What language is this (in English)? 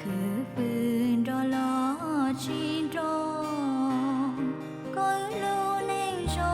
Hmong